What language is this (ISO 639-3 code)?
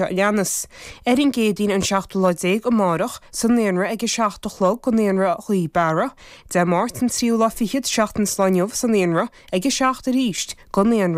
gle